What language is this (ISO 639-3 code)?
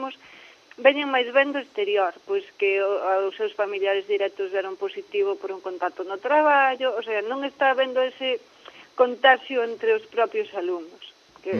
glg